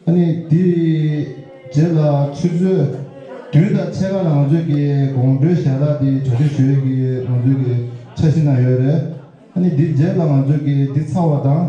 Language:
Tibetan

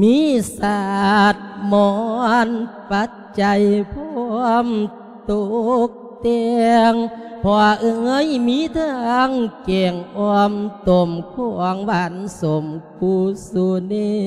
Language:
Lao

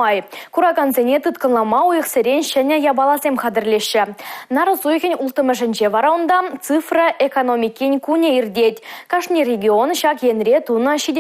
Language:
Chuvash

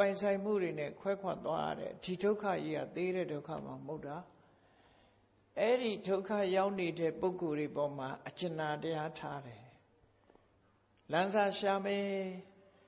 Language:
Burmese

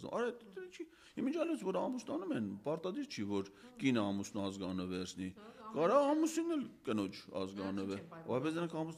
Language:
Armenian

